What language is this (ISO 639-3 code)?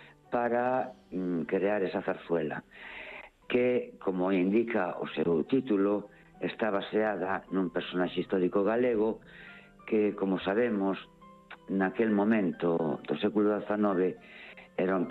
glg